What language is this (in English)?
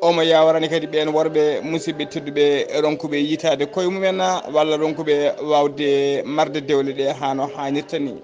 Fula